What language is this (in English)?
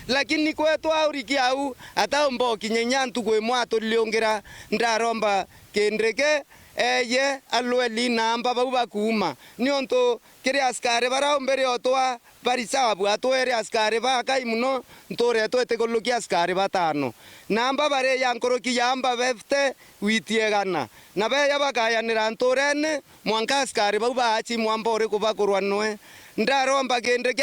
Meru